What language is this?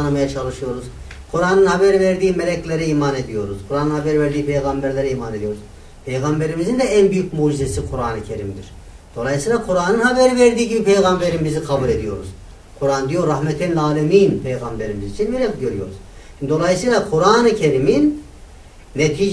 Turkish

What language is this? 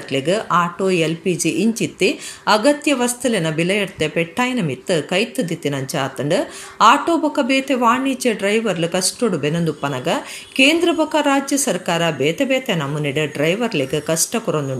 Tulu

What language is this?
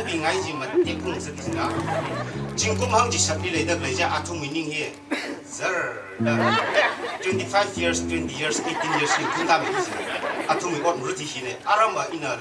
Tangkhul Naga (India)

